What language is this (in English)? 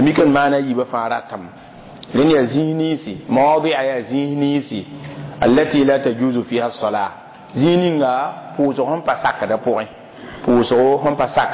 Mossi